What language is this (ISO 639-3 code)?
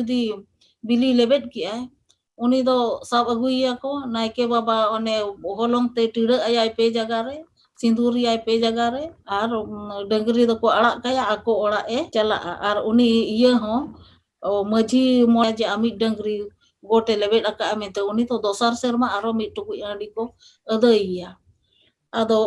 sat